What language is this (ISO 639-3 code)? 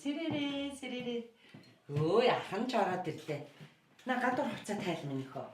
mon